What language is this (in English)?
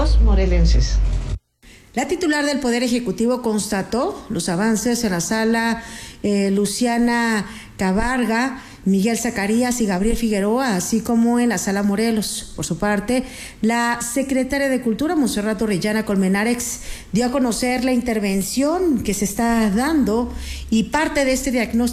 Spanish